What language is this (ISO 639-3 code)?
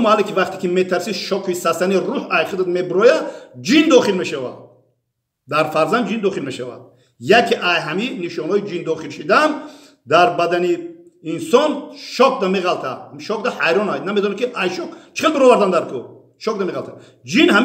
tgk